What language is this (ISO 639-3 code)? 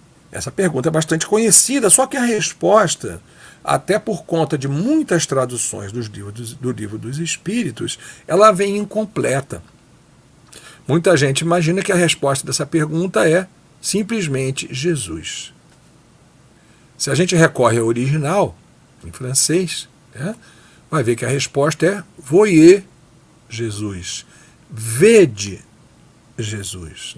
por